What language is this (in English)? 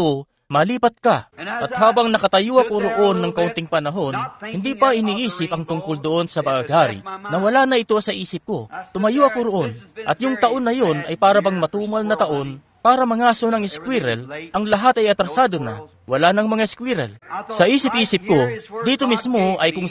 Filipino